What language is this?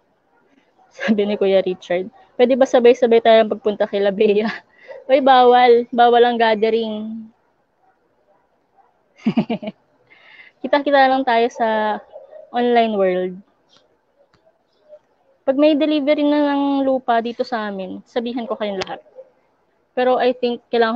Filipino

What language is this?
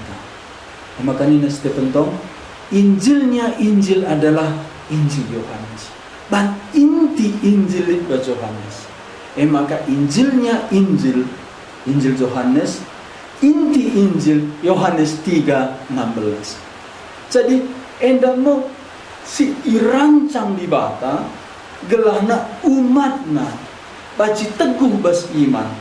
Batak Karo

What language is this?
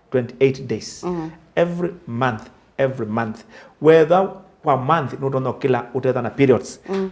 Kamba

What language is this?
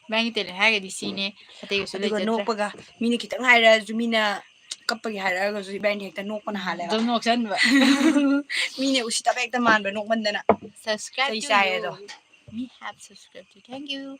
Manipuri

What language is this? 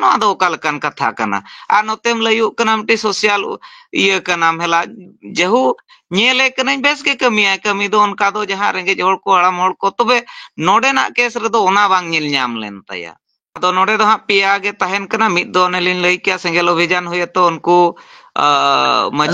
Santali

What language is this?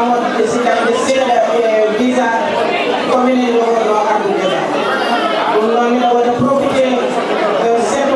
Fula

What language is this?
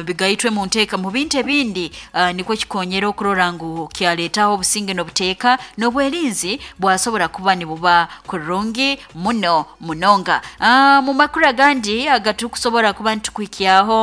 Nyoro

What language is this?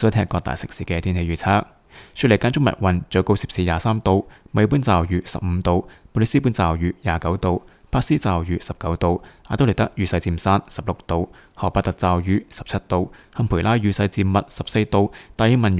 Cantonese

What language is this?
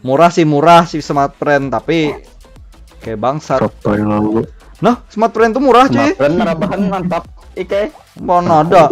Banjar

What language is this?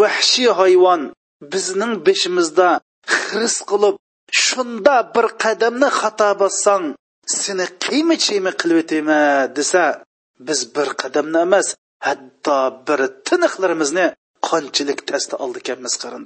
Uyghur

